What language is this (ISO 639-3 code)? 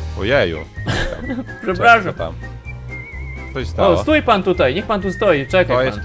pol